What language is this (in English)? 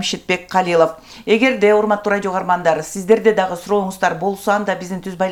Kyrgyz